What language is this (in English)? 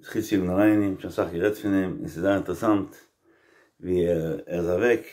Yiddish